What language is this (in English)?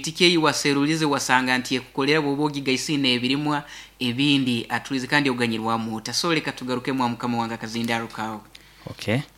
Nyoro